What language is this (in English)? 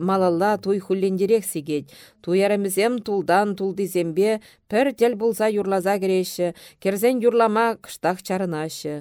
Chuvash